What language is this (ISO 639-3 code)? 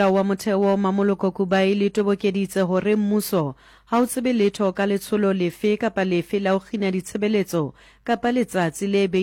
sot